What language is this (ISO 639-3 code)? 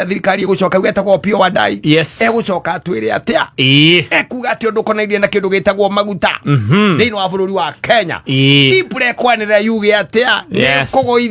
kik